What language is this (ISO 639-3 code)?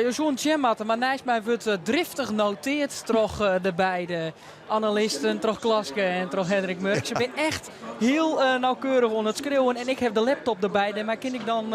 fry